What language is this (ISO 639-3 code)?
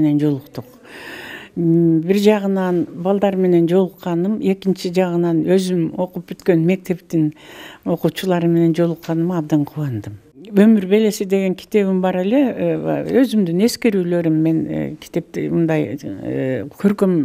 kir